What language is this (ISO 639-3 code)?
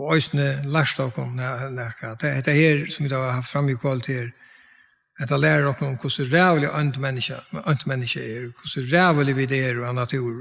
fao